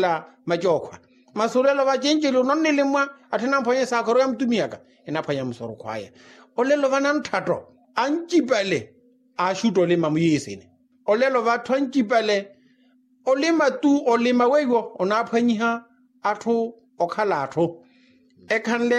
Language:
Makhuwa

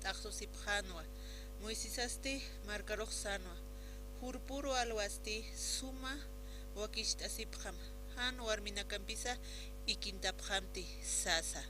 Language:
Aymara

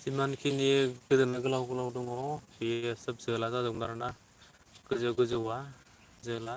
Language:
Bodo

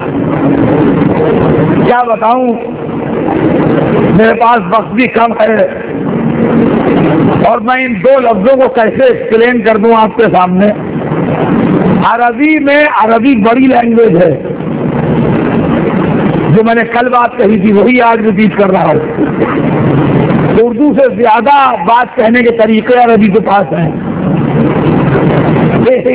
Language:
Urdu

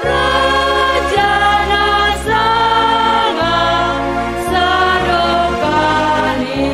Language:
Batak Simalungun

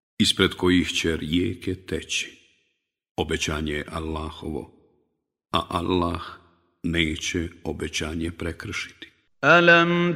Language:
Bosnian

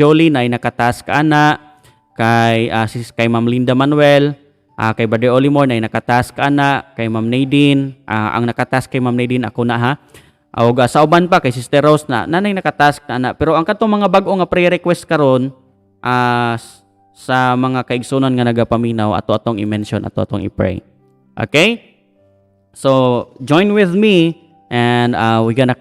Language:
Cebuano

